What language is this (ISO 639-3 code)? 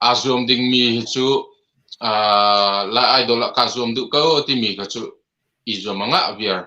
cnh